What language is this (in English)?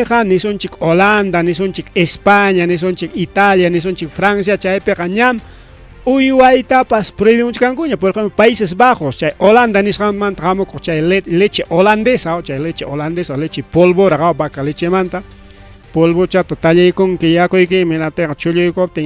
Ayacucho Quechua